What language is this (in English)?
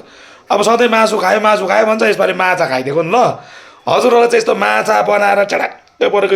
Nepali